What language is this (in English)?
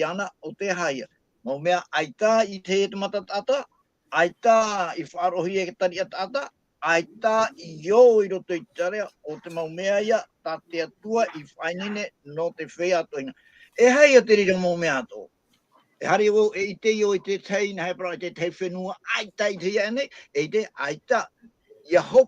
Tahitian